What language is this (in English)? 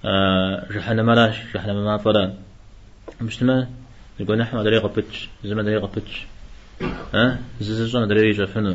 Kabardian